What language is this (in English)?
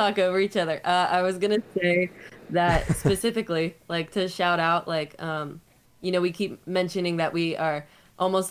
English